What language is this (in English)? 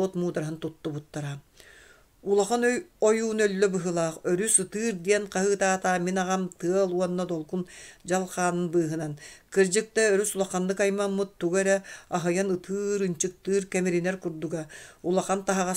Yakut